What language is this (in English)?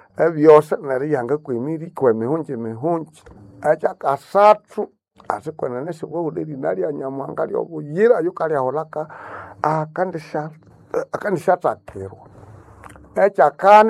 Nande